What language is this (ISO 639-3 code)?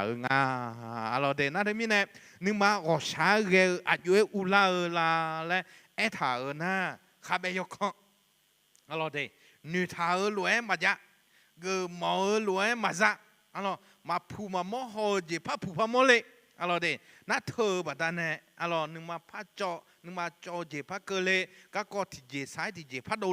ahk